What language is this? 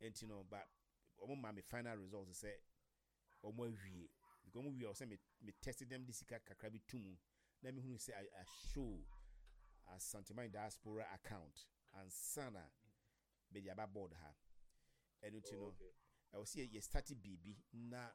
Akan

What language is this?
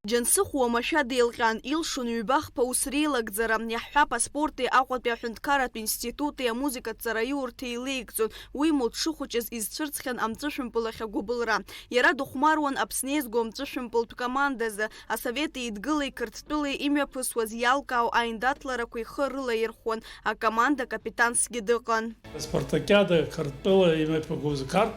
Abkhazian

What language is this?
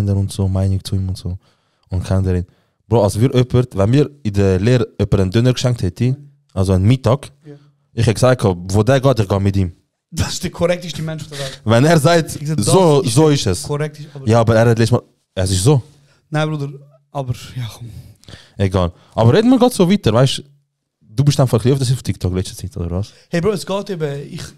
Swiss German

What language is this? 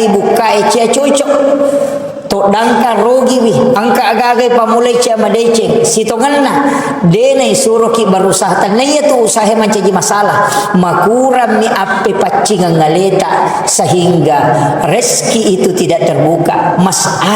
Buginese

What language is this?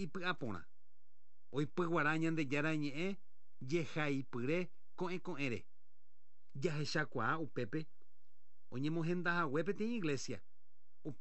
Guarani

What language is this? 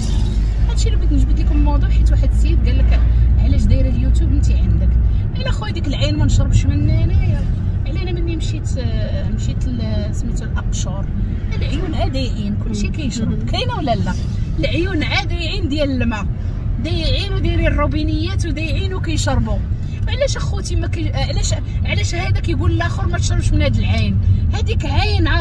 Moroccan Arabic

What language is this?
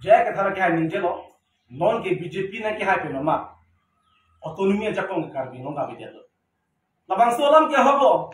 Karbi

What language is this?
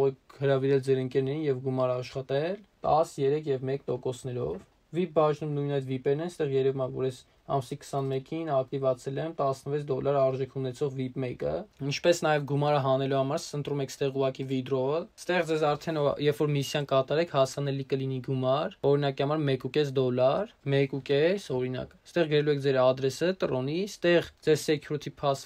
Armenian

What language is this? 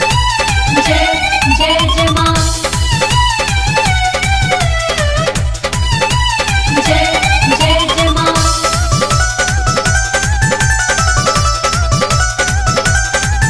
Bhojpuri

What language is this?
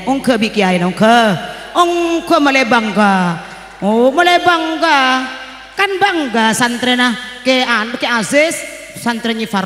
Madurese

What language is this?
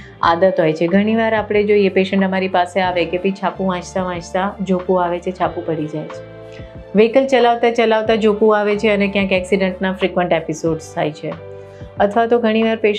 Gujarati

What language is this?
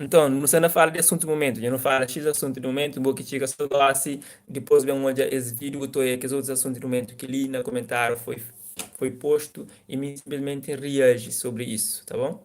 Kabuverdianu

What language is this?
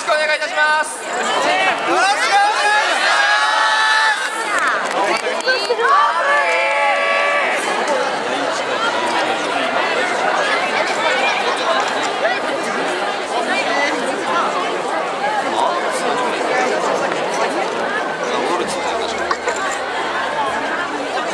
Japanese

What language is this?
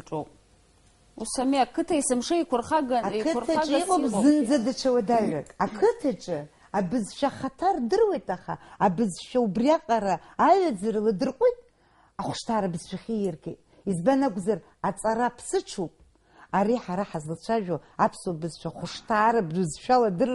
Abkhazian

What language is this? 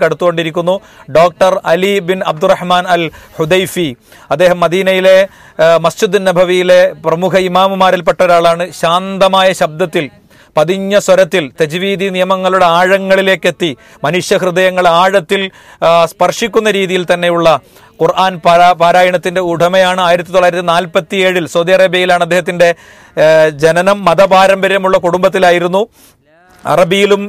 Malayalam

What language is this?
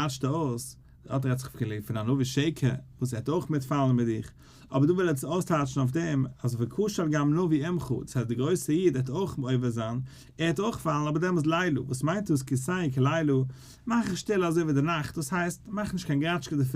Yiddish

